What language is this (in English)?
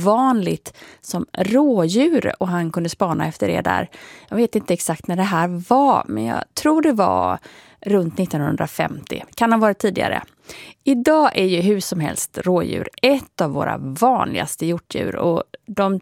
Swedish